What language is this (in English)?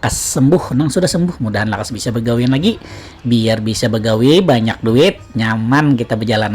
Banjar